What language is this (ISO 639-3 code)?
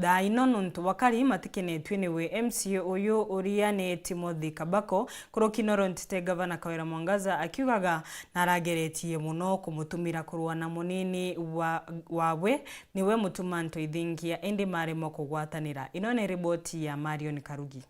mer